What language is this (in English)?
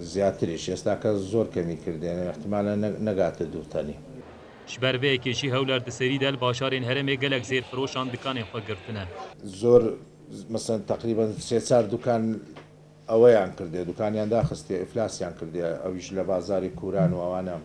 Kurdish